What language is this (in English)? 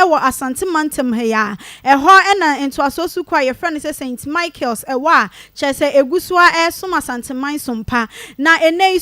Akan